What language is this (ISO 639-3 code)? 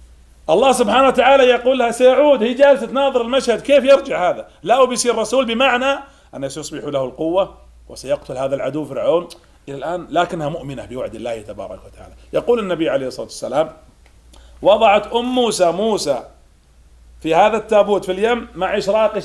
ara